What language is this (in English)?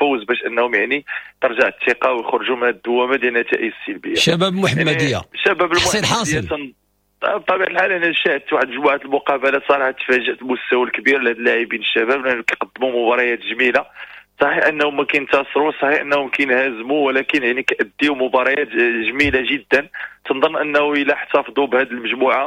Moroccan Arabic